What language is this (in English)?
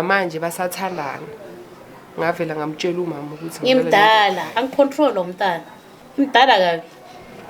Zulu